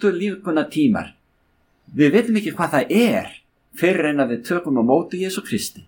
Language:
Icelandic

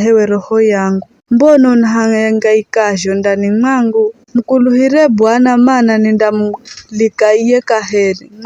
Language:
Giryama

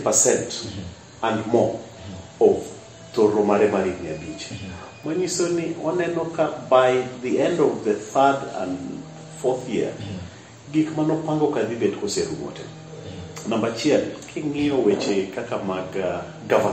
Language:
Luo (Kenya and Tanzania)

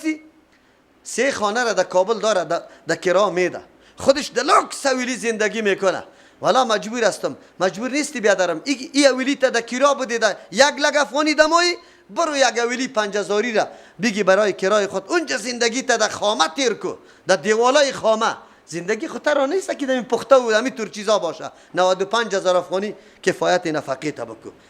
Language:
Persian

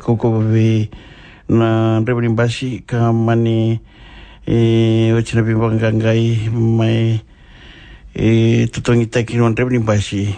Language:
Fijian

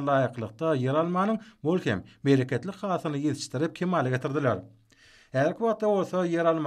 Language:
Turkmen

